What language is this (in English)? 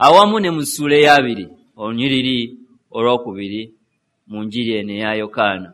Ganda